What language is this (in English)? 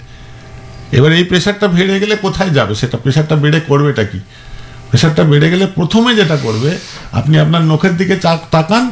Bangla